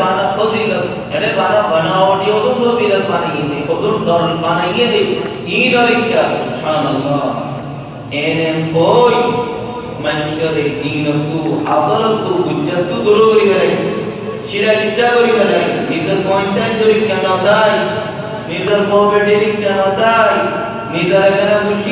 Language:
Rohingya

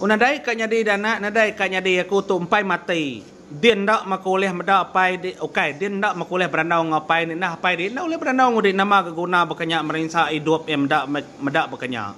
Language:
Iban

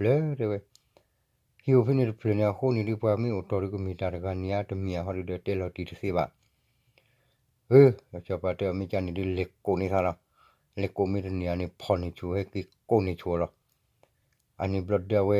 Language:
S'gaw Karen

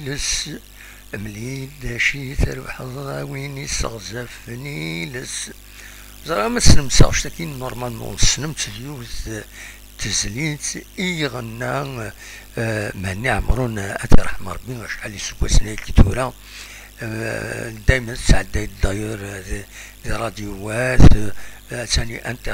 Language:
Kabyle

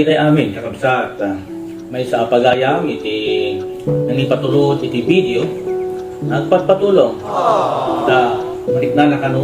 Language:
Iloko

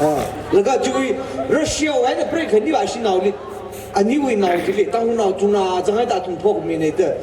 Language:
Tangkhul Naga (India)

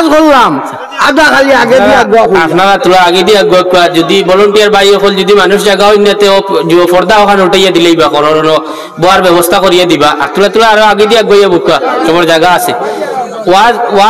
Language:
Sylheti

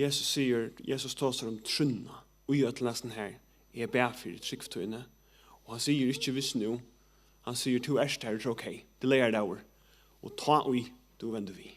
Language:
Faroese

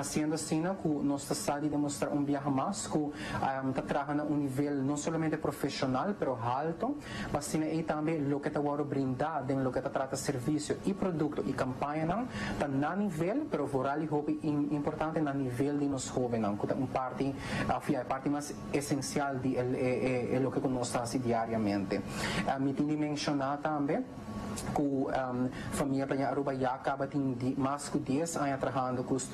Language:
Papiamento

